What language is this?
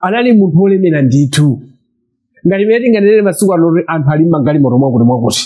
Nyanja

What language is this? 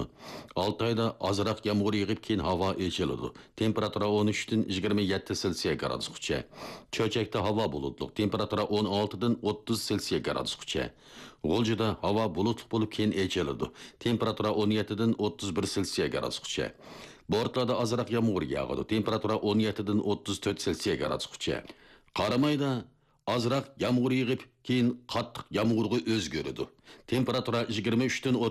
Uyghur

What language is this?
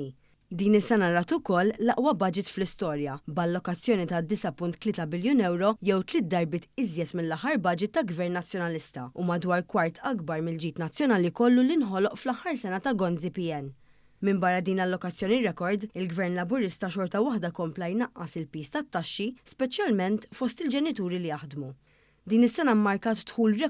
Maltese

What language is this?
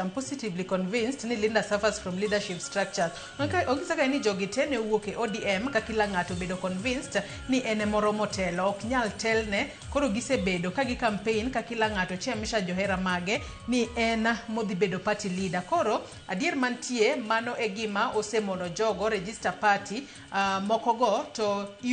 Luo (Kenya and Tanzania)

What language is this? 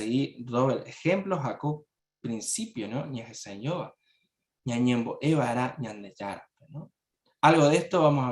Guarani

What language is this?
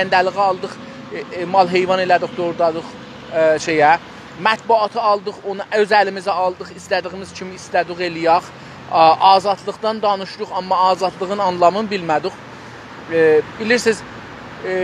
South Azerbaijani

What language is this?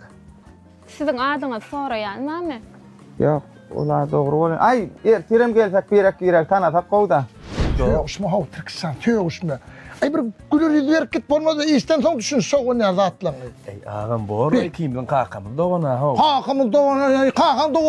Turkmen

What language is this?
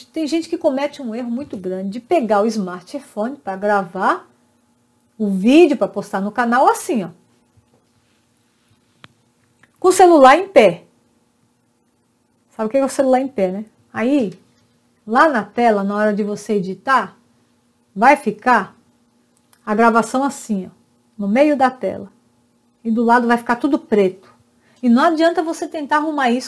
Portuguese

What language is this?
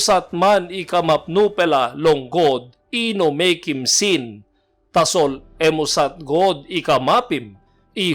Tok Pisin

